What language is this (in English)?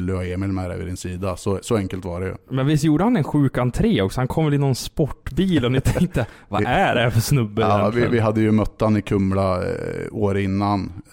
Swedish